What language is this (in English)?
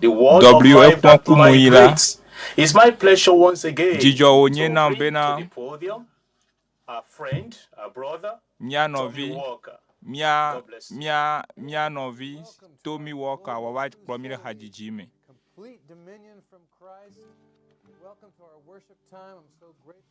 Ewe